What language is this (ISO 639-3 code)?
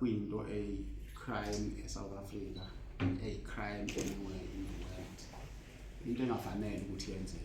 zul